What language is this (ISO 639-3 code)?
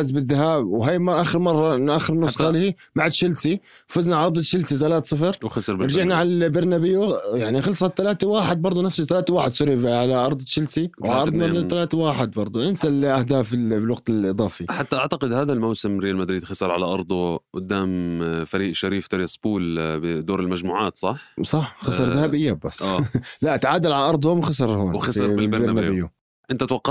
apc